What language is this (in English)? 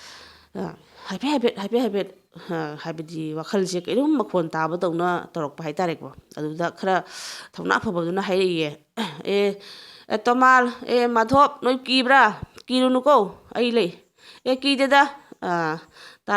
Manipuri